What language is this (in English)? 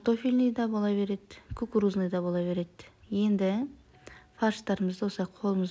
Kazakh